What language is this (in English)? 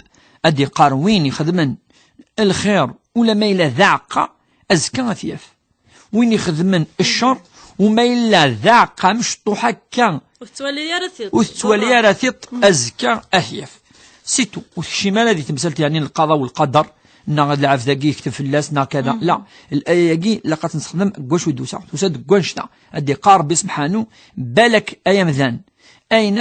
Kabyle